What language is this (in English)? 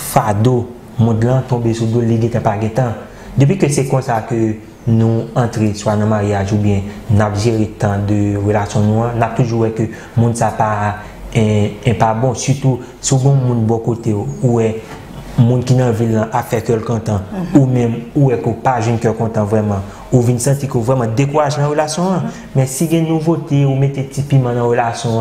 Haitian Creole